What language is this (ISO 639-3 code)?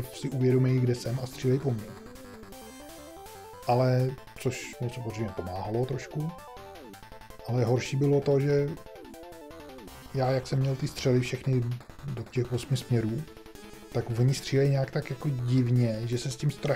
ces